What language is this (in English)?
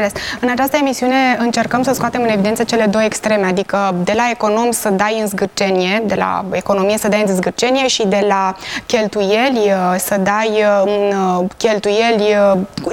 Romanian